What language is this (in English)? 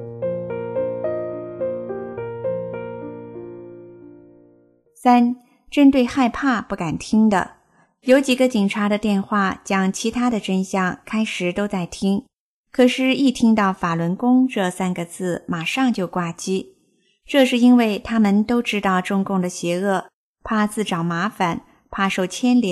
Chinese